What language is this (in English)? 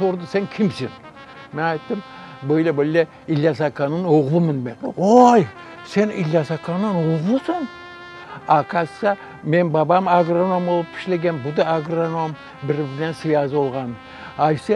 Crimean Tatar